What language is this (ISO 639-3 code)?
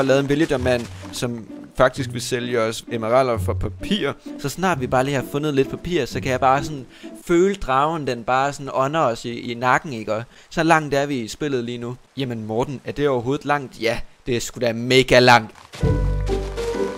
dan